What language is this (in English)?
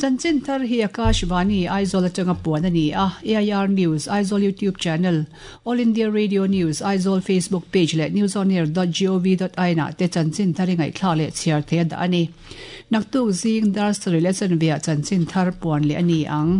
Mizo